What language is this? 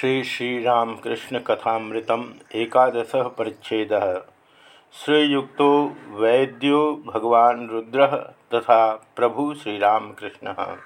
Sanskrit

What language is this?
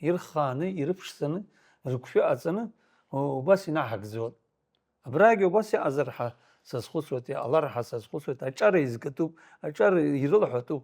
Abkhazian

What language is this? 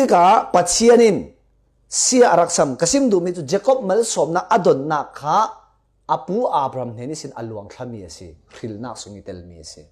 Falam Chin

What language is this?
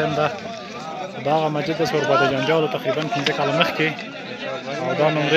Pashto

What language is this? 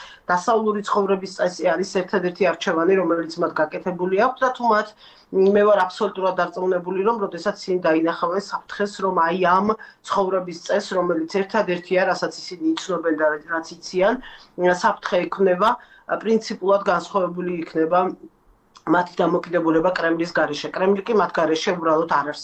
Georgian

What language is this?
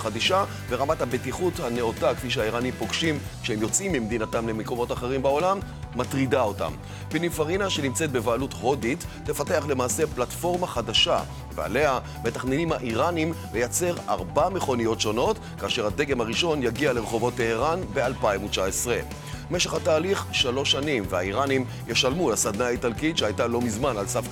Hebrew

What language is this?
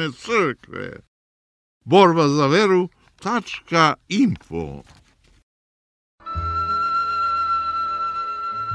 Serbian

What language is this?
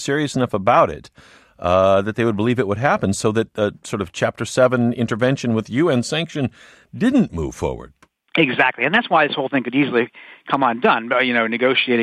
English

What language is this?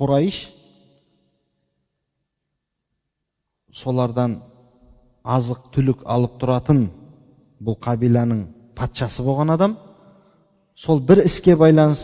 Kazakh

